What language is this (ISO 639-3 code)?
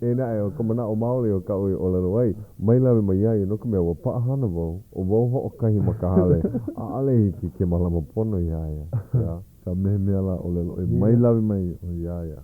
haw